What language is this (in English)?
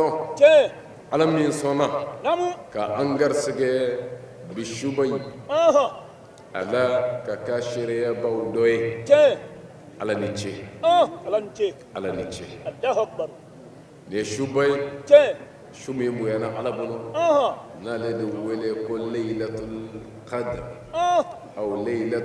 Bambara